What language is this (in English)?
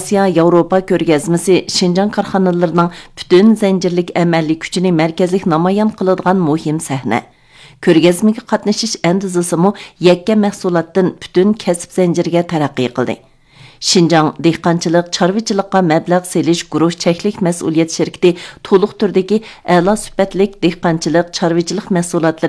Uyghur